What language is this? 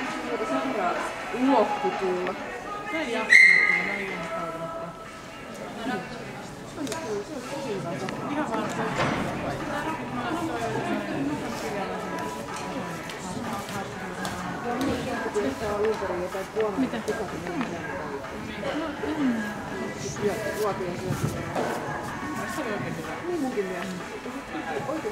Finnish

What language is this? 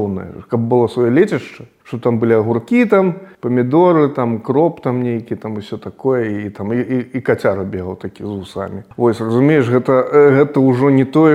Belarusian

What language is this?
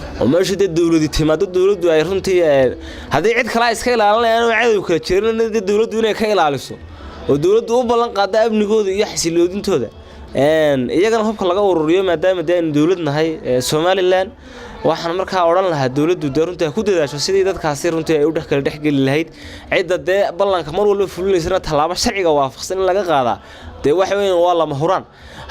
Somali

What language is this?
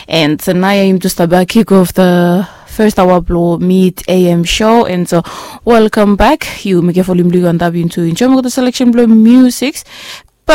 Bislama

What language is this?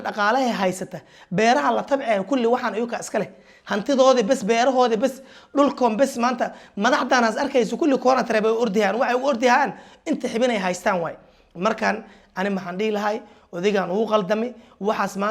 Somali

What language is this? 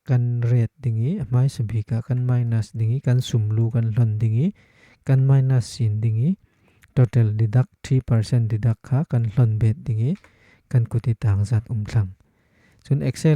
Falam Chin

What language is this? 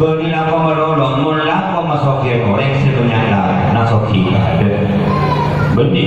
Madurese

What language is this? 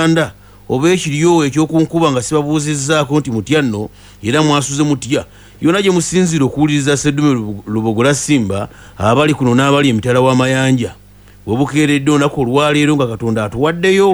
Ganda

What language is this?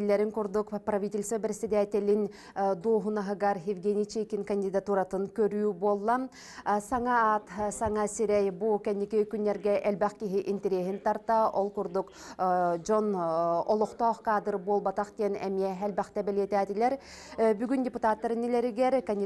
Yakut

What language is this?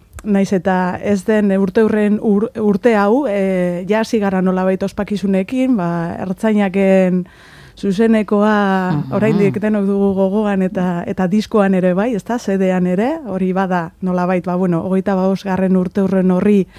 Basque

